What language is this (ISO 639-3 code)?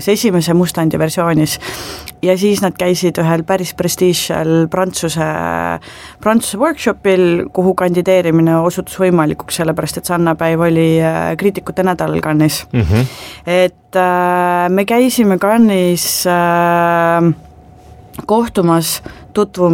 est